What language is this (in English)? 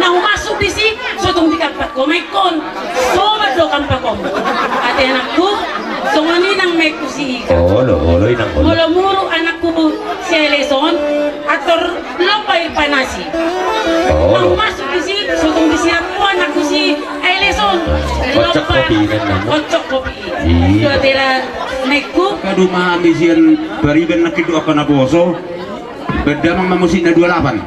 Batak Toba